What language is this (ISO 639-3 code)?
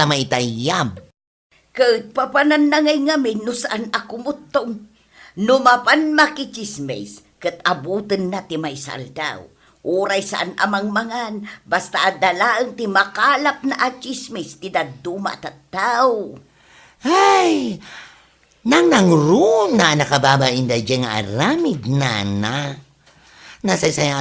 ilo